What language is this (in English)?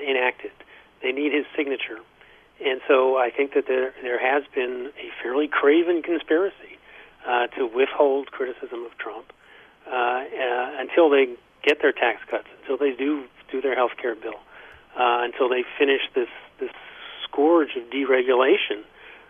English